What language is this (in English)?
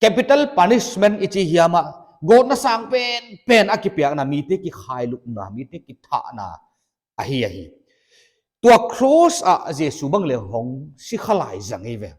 Paite Chin